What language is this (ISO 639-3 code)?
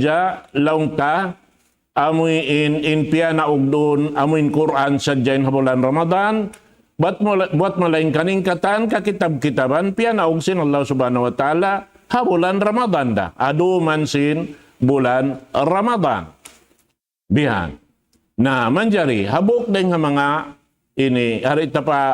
tsg